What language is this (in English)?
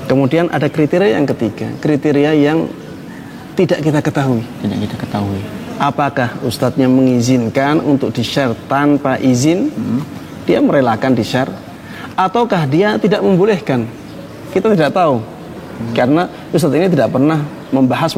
Indonesian